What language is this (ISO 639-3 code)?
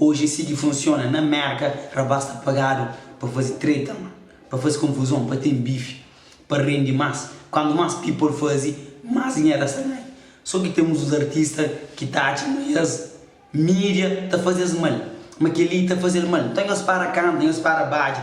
kea